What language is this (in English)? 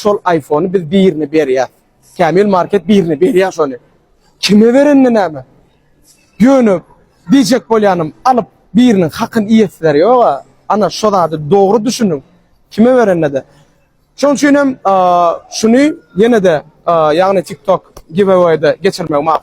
Turkmen